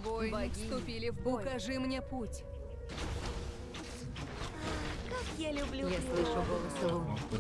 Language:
Russian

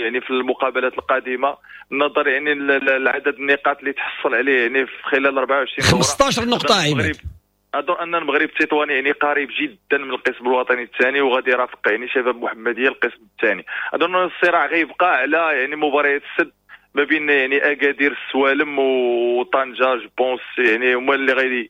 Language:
Moroccan Arabic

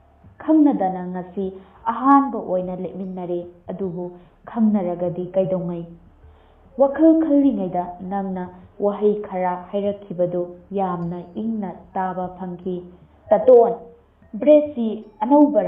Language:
Manipuri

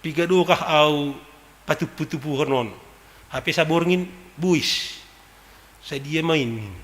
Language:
Batak Simalungun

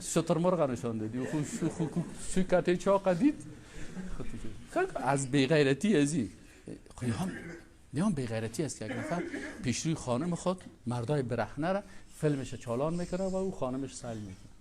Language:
Persian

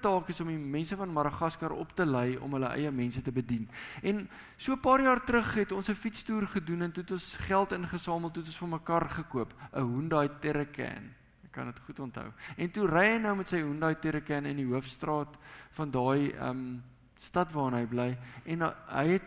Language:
Afrikaans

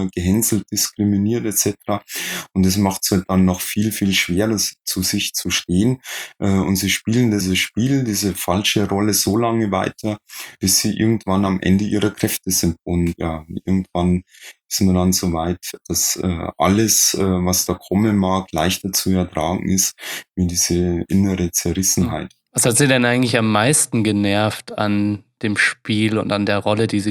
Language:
German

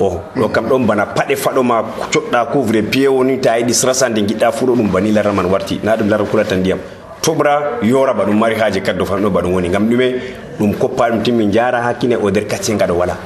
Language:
Nigerian Fulfulde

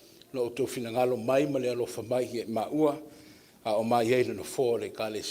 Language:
Samoan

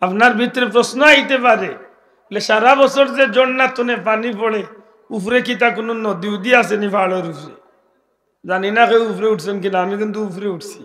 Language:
Sylheti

